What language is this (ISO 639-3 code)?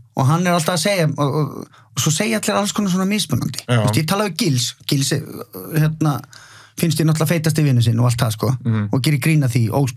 isl